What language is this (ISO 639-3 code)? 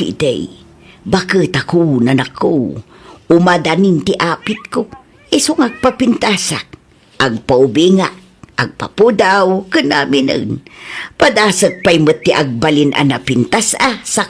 ilo